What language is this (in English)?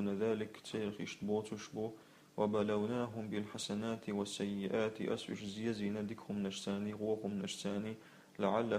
Chechen